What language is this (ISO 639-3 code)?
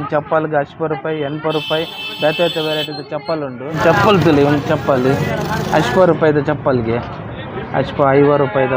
tcy